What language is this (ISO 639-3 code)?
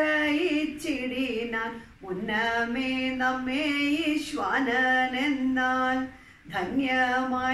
mal